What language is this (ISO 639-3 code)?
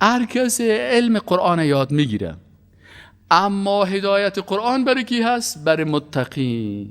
fas